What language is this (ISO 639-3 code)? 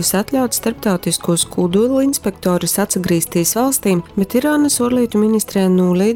ltg